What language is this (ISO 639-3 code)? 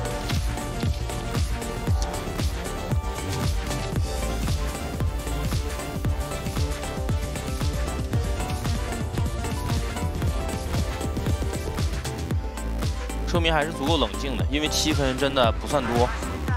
zho